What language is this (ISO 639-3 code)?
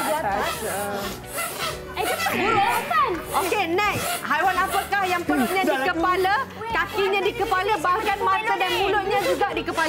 msa